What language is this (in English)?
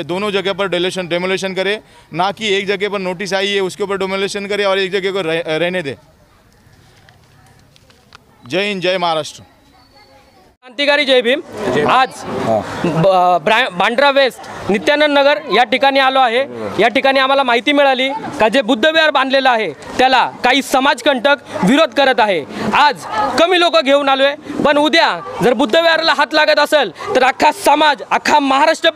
Marathi